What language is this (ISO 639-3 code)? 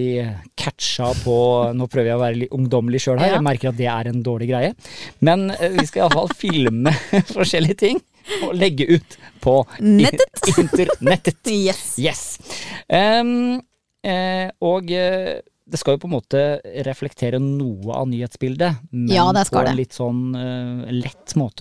nor